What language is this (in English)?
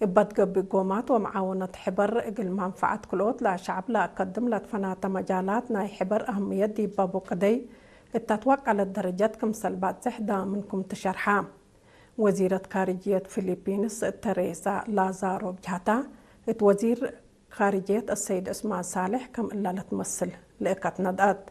Tigre